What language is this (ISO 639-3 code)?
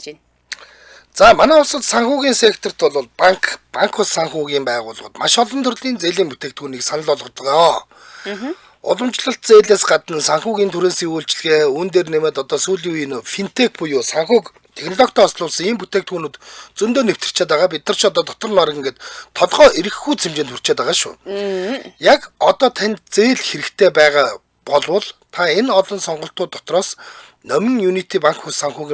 mon